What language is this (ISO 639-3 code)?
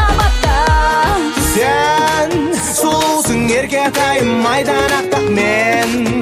kaz